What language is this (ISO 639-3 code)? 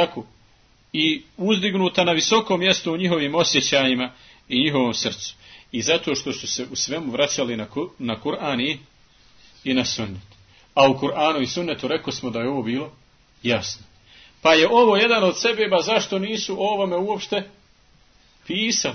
bos